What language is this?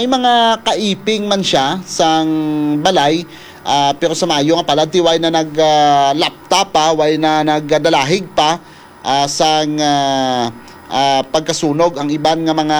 Hiligaynon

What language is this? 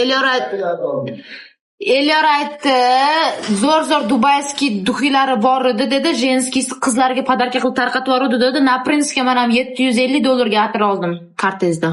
Uzbek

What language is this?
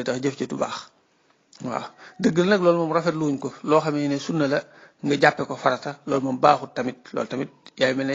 Wolof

